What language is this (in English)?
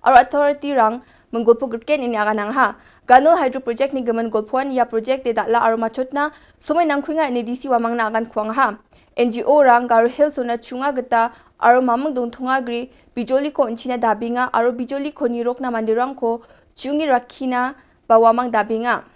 Garo